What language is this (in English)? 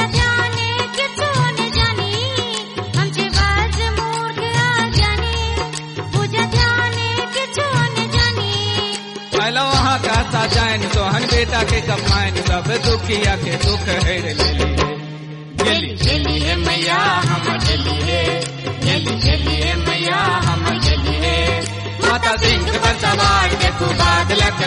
Bhojpuri